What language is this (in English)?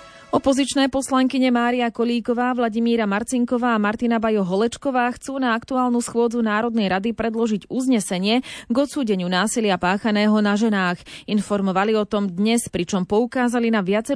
Slovak